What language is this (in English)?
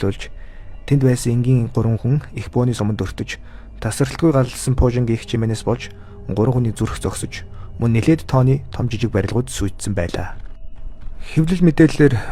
Mongolian